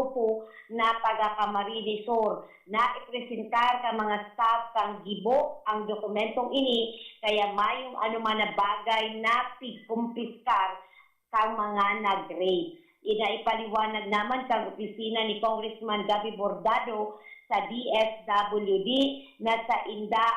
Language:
Bikol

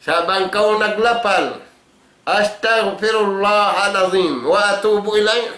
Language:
Tausug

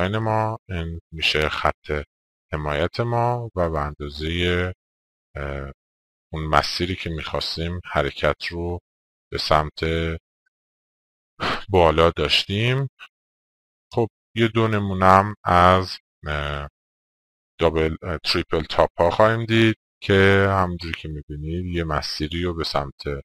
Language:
Persian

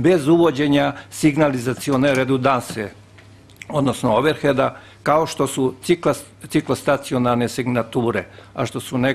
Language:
Serbian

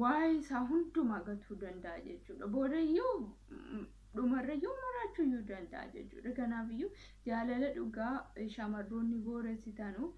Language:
Oromo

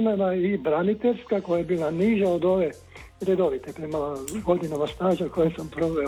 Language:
Croatian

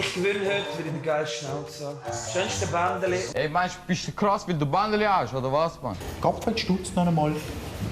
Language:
Swiss German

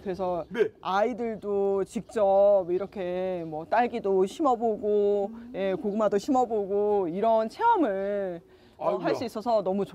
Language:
Korean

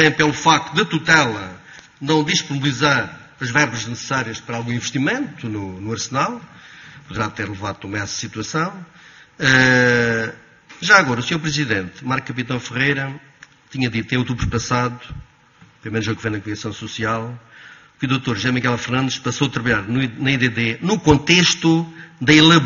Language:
Portuguese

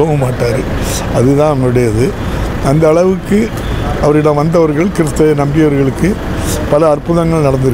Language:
Tamil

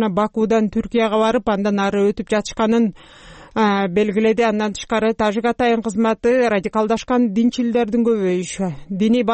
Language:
Kyrgyz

